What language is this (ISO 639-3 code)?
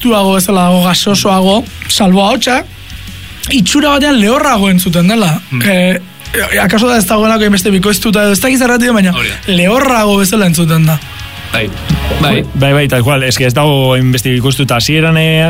eus